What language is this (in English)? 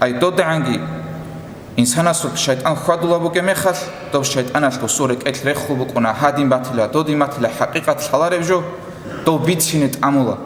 Avaric